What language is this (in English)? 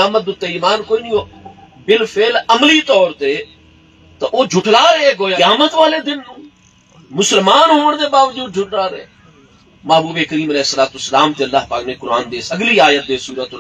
Saraiki